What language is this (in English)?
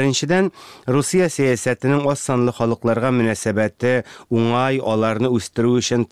Tatar